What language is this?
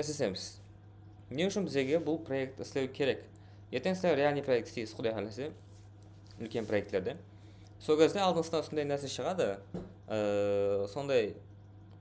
Kara-Kalpak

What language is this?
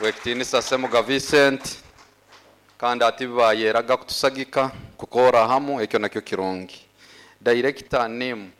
Nyoro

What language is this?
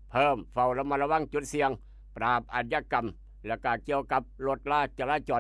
Northeastern Thai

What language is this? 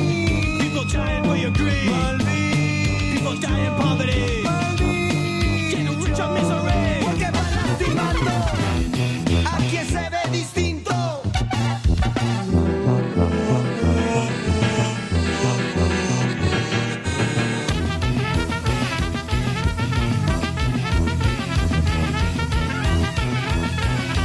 Spanish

